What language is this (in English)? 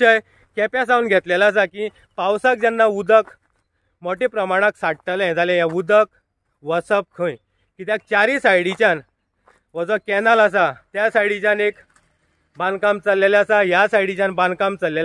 Konkani